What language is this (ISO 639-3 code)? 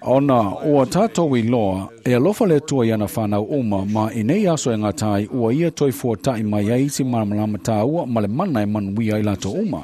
smo